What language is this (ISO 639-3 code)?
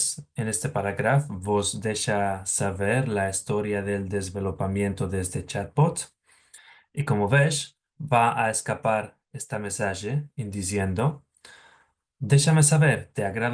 lad